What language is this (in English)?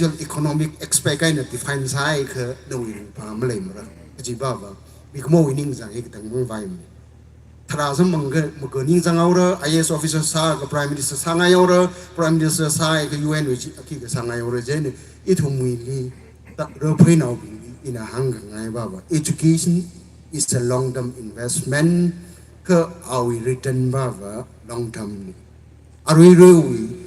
Tangkhul Naga (India)